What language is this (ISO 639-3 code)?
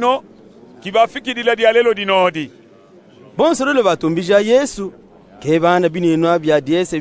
lub